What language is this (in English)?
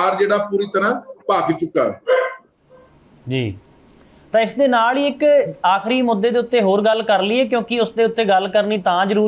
Punjabi